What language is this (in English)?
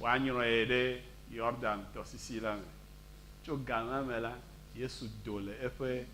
Ewe